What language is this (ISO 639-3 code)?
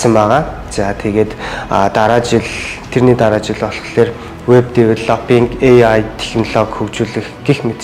mon